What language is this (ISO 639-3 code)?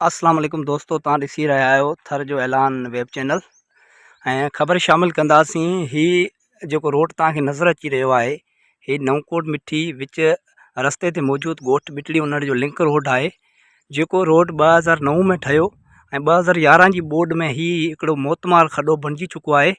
snd